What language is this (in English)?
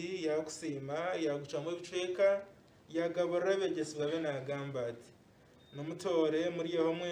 Nyankole